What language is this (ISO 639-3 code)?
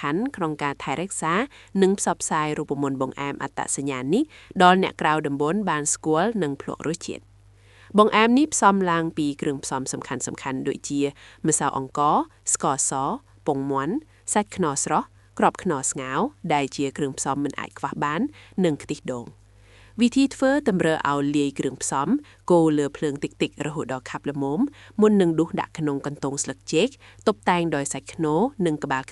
khm